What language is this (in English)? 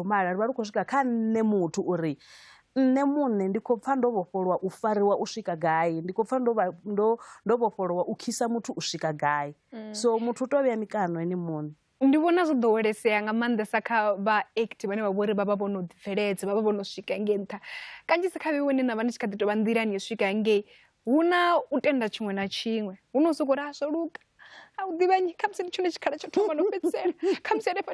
Venda